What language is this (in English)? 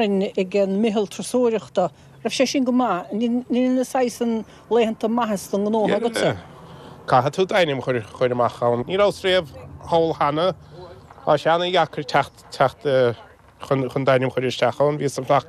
Irish